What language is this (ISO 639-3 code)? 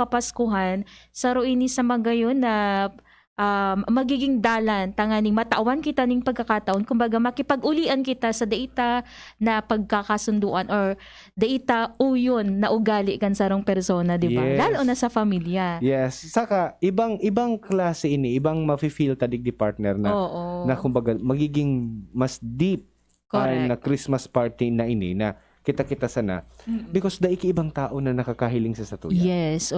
bik